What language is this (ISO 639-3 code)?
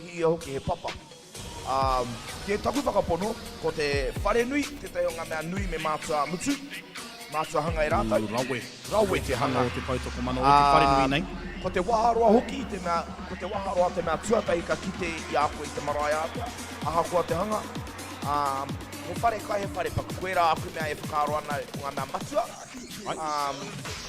mri